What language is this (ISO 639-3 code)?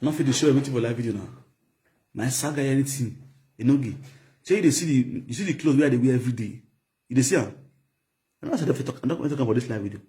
pcm